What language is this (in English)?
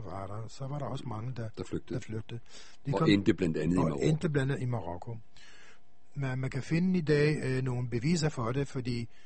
Danish